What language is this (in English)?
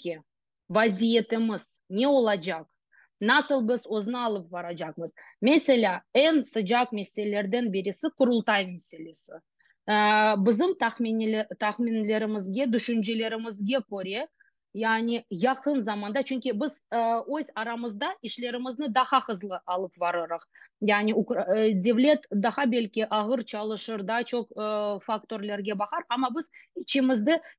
Crimean Tatar